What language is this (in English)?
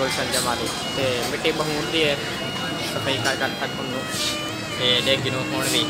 Saraiki